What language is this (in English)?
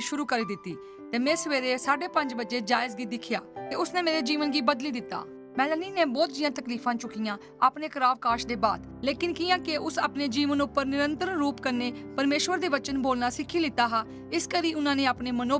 Dogri